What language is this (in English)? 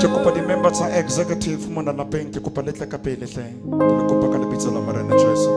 Southern Sotho